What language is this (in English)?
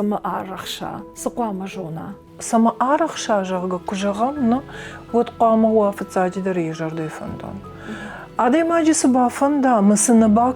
Ossetic